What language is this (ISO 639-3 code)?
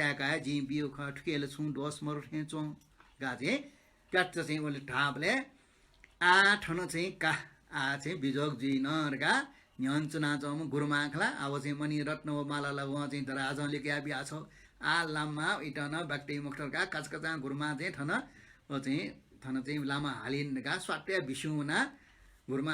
new